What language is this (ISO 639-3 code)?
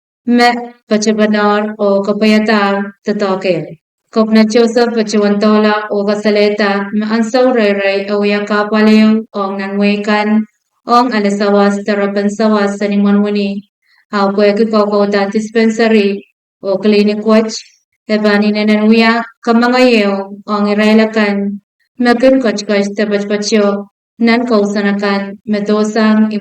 pon